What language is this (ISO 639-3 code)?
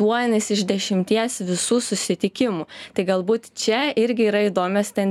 lit